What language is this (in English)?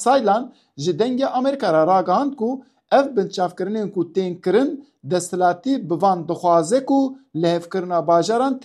Kurdish